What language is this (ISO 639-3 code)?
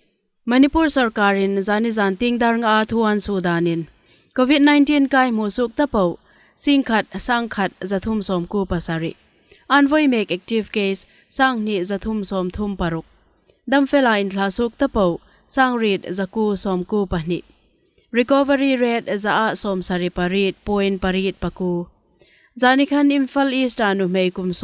hmr